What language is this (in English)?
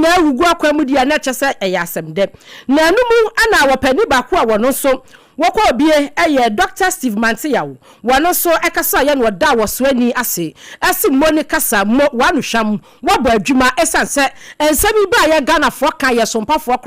Akan